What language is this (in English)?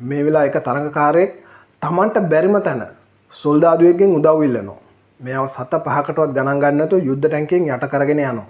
Sinhala